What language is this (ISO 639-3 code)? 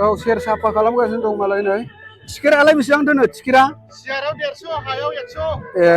brx